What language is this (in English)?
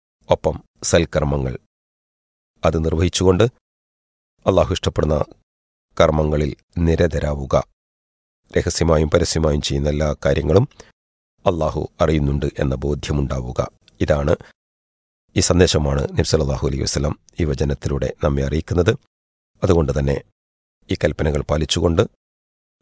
Malayalam